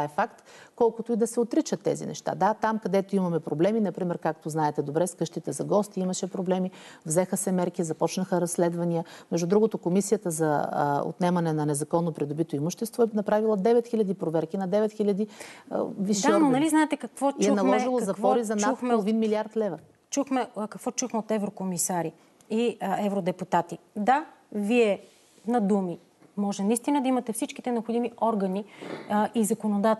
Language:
Bulgarian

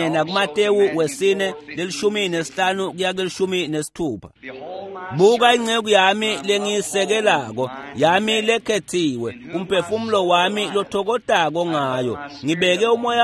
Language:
Swati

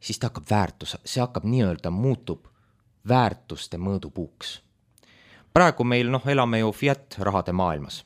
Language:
Estonian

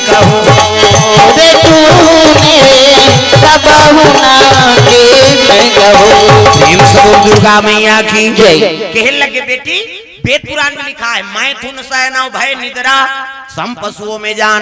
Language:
Chhattisgarhi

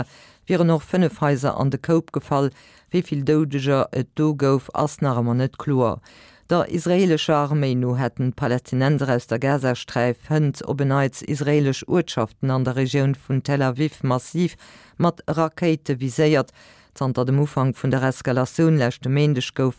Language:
Luxembourgish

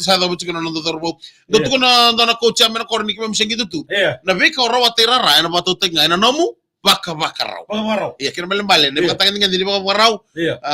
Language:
Fijian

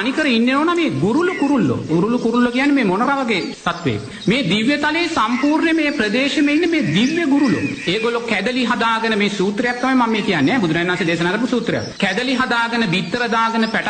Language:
Sinhala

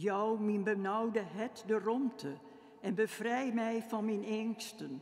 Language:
Western Frisian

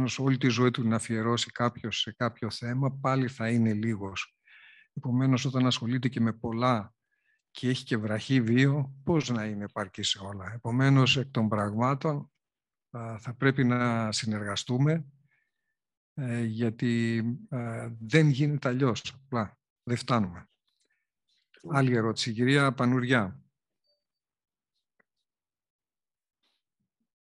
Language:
Greek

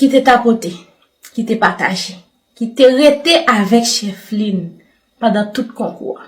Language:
Haitian Creole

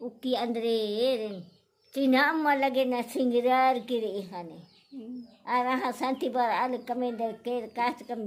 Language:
Kurukh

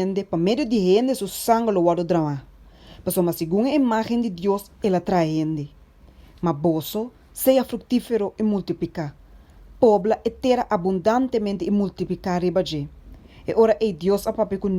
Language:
Papiamento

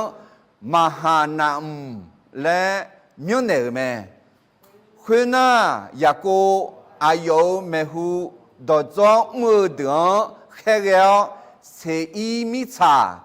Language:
Akha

